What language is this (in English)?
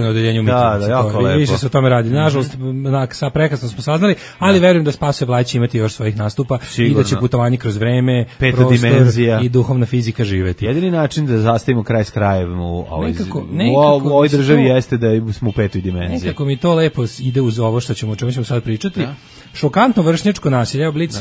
Serbian